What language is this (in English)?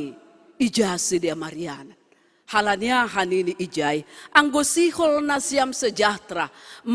Batak Simalungun